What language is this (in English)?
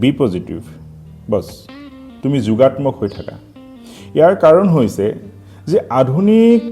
Assamese